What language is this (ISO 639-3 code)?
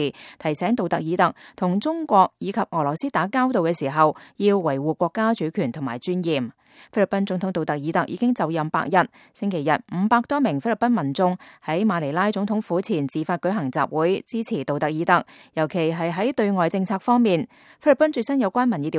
yue